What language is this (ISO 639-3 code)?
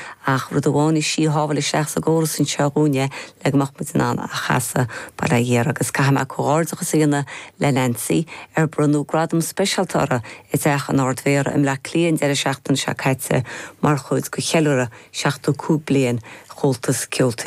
gle